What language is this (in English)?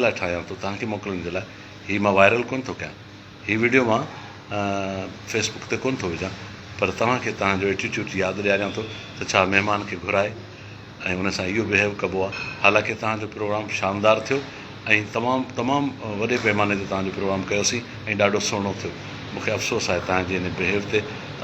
Sindhi